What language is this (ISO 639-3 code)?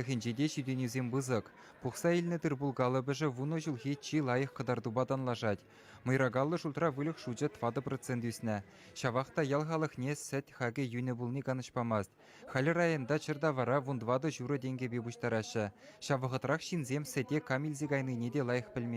chv